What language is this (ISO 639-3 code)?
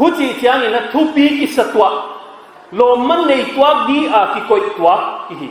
pck